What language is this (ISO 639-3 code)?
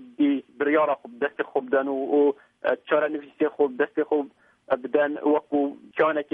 kur